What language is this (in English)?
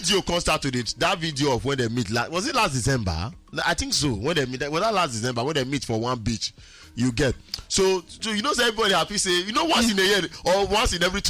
Nigerian Pidgin